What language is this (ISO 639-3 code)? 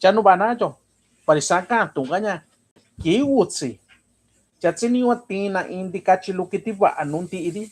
mix